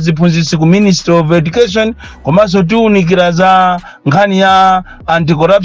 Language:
Nyanja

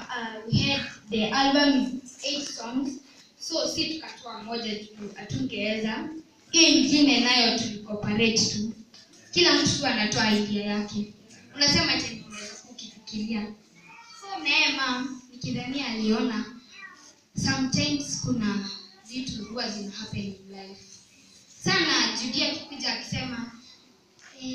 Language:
Swahili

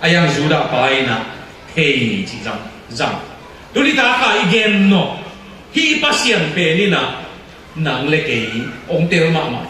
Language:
Tedim Chin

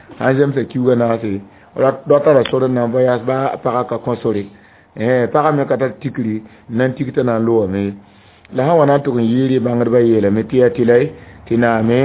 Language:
Mossi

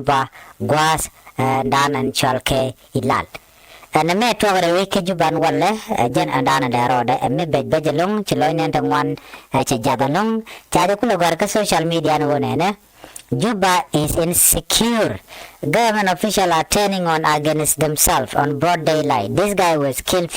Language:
Nuer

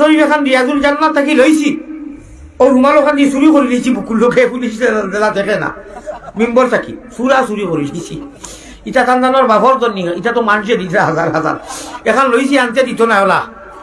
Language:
Sylheti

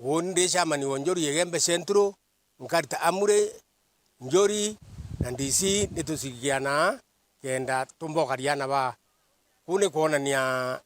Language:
Meru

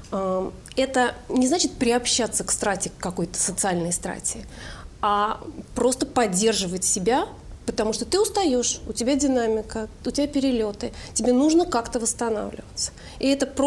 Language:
Russian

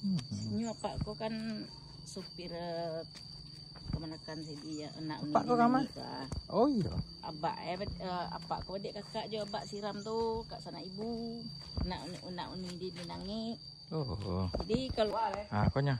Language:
Minangkabau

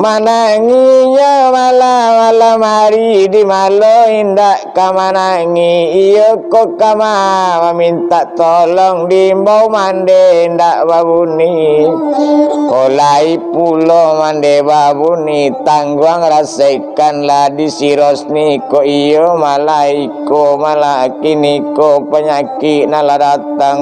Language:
Minangkabau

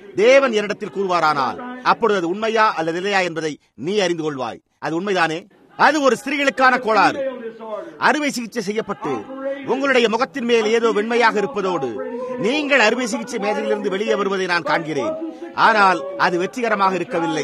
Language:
Tamil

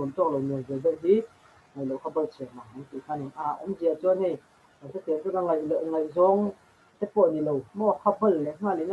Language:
Mizo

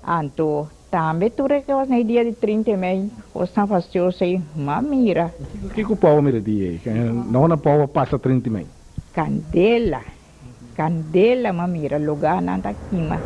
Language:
Papiamento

